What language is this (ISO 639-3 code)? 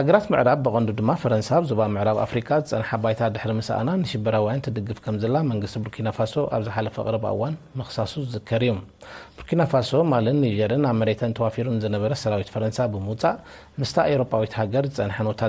tir